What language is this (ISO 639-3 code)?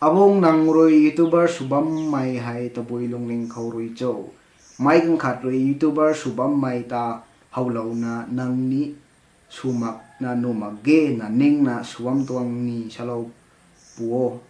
nbu